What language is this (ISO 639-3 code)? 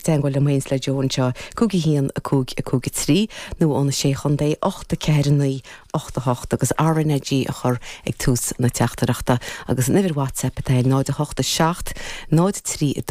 gle